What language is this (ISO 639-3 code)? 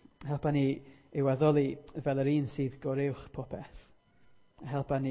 cym